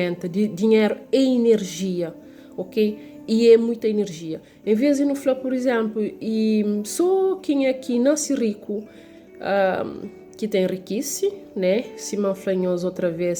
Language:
Kabuverdianu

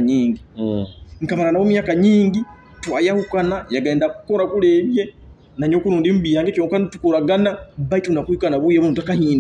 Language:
Nyoro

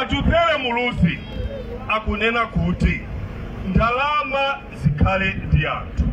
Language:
Nyanja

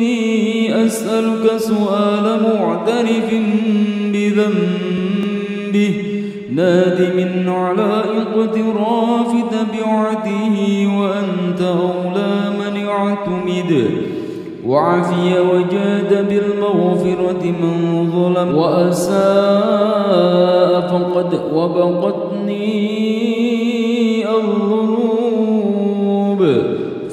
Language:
Arabic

